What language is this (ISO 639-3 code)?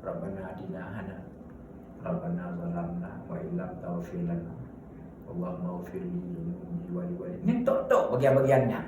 ace